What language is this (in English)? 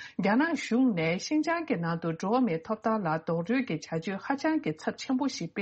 Tibetan